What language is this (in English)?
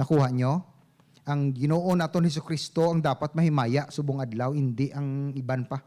Hiligaynon